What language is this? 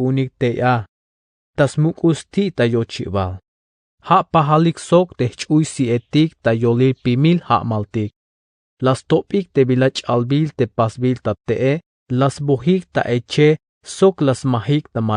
Tzeltal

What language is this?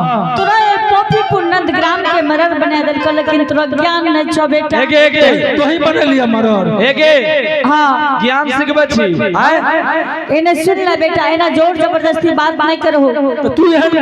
Angika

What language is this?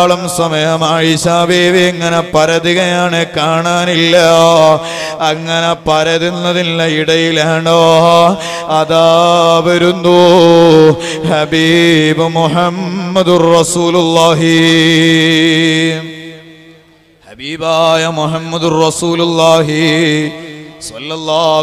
Malayalam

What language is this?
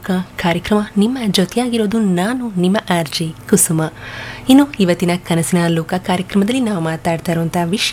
Kannada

